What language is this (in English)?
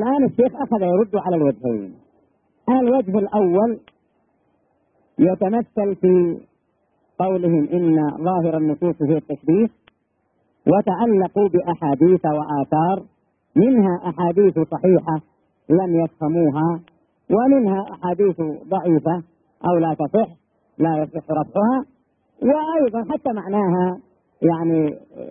Arabic